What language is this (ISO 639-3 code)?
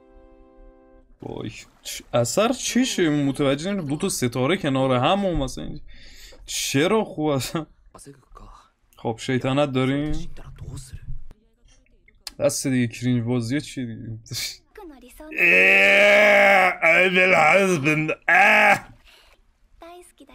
fas